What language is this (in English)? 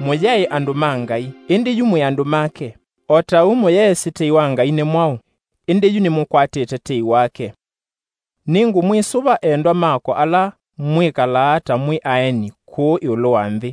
Kamba